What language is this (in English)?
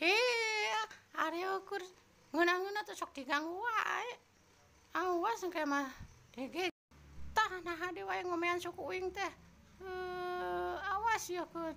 Sundanese